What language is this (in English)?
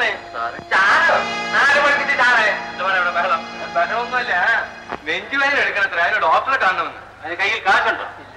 Malayalam